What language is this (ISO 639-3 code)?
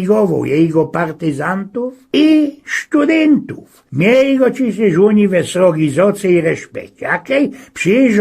szl